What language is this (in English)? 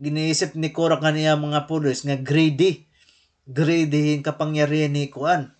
Waray